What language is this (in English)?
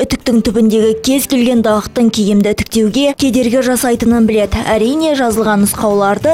Kazakh